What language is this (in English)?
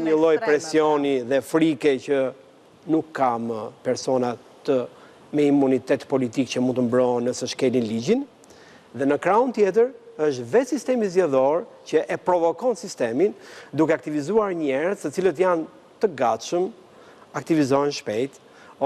Albanian